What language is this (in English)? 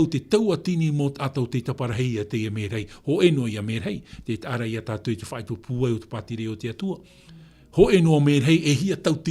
Tahitian